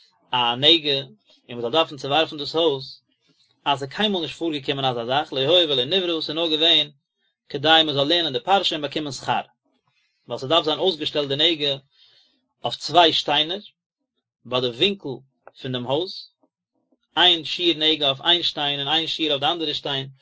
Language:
Yiddish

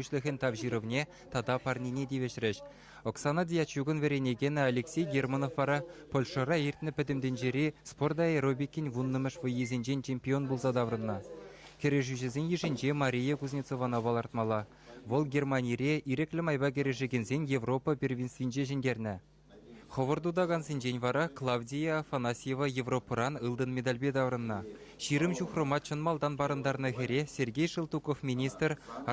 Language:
Chuvash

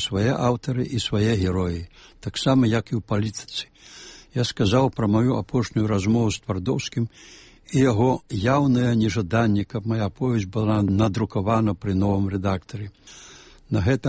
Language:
Belarusian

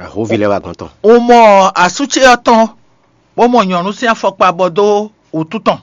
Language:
Fon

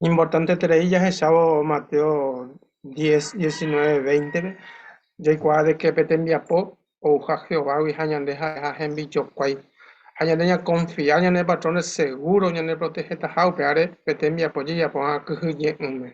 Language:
Guarani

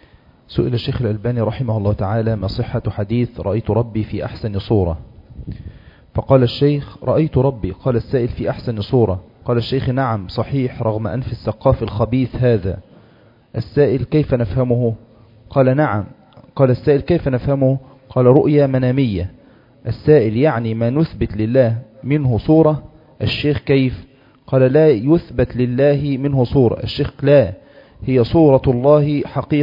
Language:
Arabic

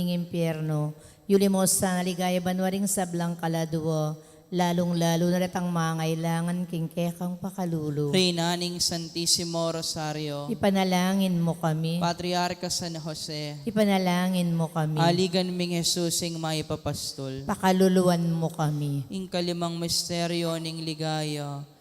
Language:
Pampanga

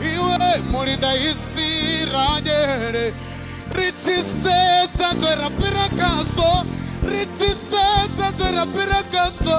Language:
Venda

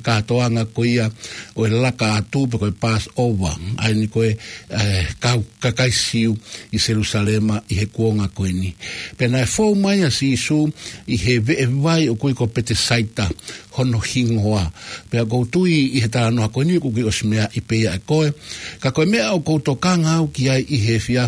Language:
Tongan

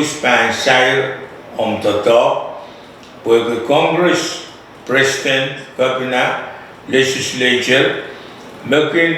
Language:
Pohnpeian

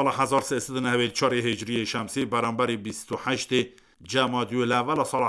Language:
Kurdish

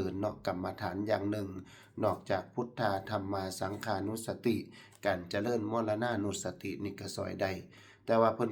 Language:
Northeastern Thai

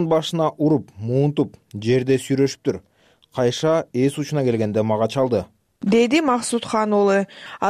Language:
Kyrgyz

